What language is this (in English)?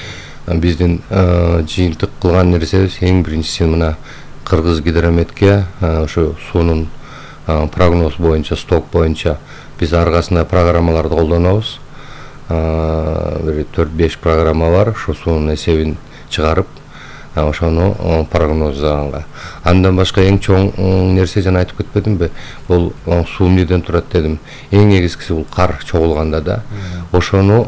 Kyrgyz